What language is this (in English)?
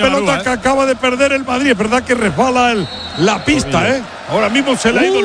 Spanish